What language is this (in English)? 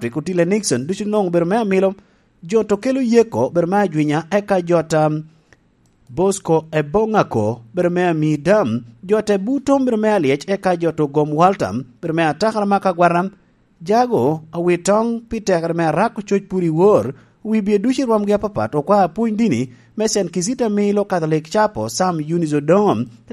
Lango (Uganda)